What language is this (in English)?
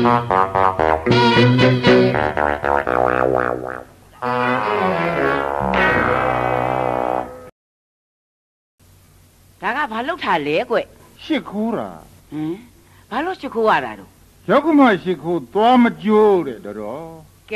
Burmese